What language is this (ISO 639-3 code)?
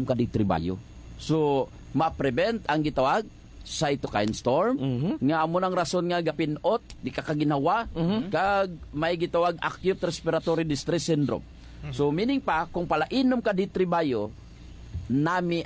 hil